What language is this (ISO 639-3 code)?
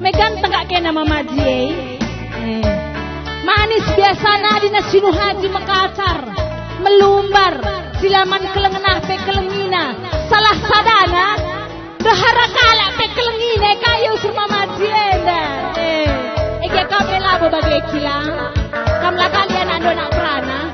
btx